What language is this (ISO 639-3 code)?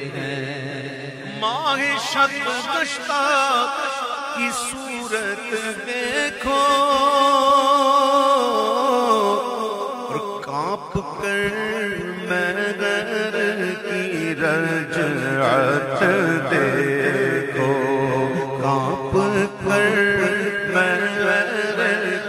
urd